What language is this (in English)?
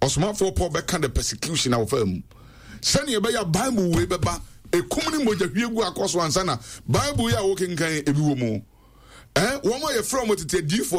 Akan